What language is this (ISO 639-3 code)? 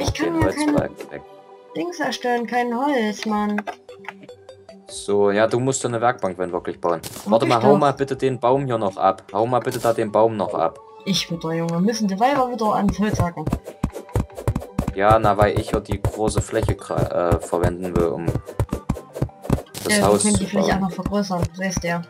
deu